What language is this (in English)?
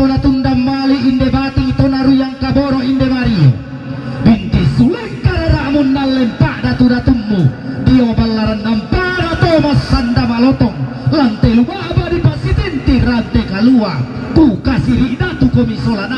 Toraja-Sa'dan